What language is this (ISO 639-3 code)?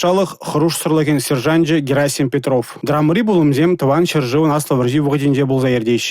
chv